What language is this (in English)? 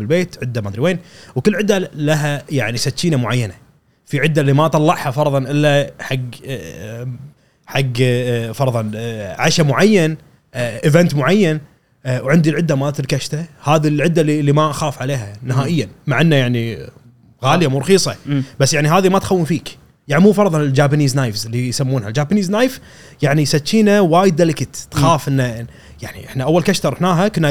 Gulf Arabic